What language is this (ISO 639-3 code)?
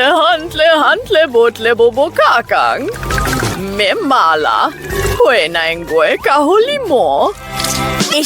sot